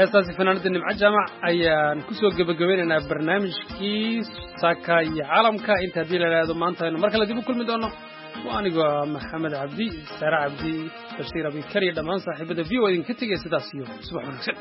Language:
Somali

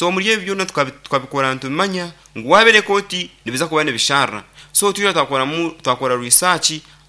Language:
Nyankole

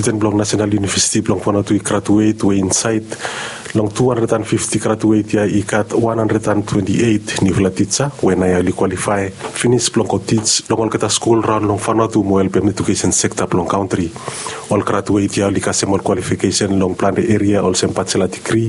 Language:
Bislama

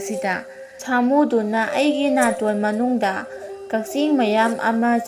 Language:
Manipuri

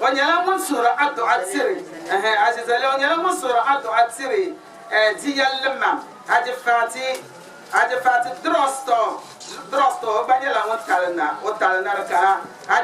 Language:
Dagbani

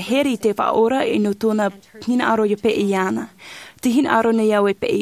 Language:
Tahitian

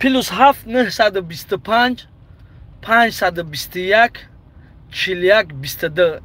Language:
Tajik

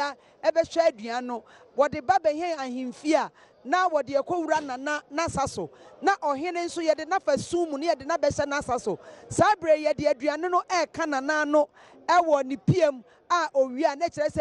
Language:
Akan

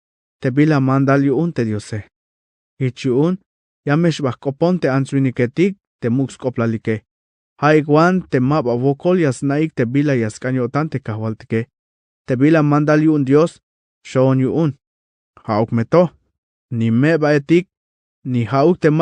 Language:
Tzeltal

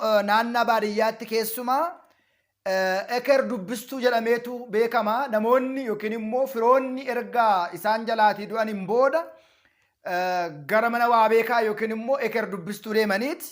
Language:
Oromo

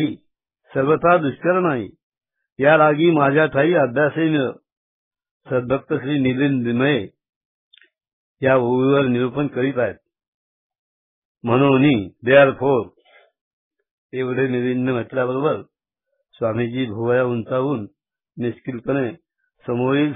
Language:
Marathi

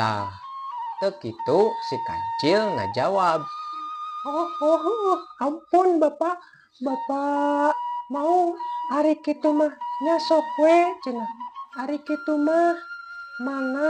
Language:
Sundanese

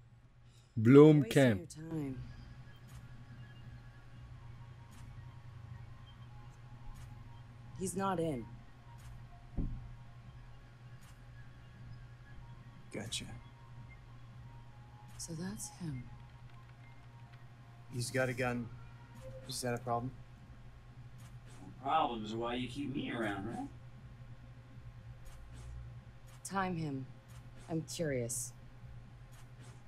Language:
English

